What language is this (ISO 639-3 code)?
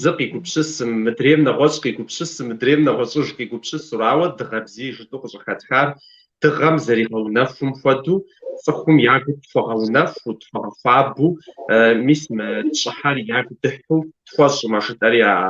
kbd